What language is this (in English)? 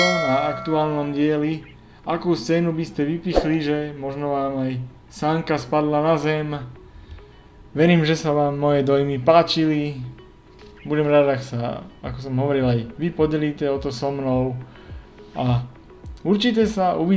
Slovak